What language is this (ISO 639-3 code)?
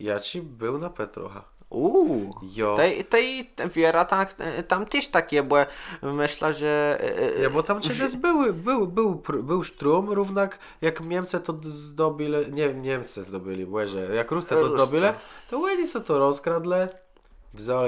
csb